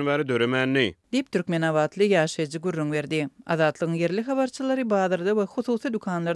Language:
Turkmen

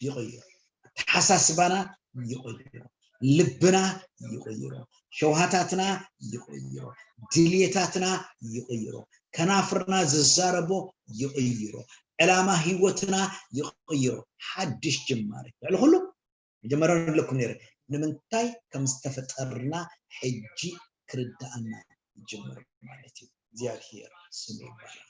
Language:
Tigrinya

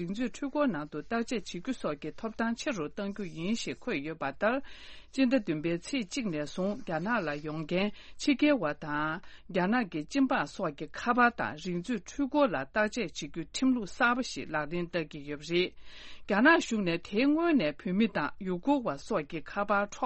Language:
Tibetan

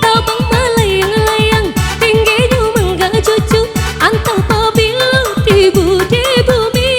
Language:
Minangkabau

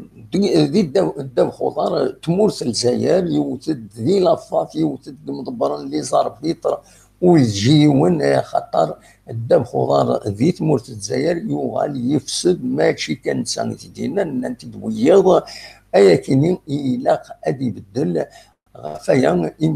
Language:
Kabyle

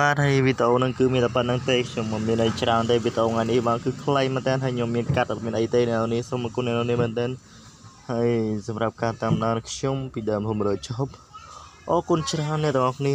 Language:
Khmer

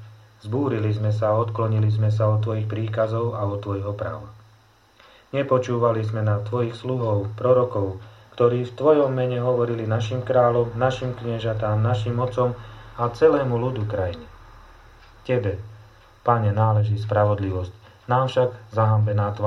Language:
Slovak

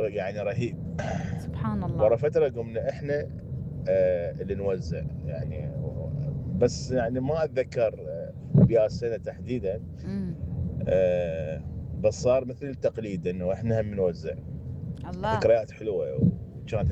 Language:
Mesopotamian Arabic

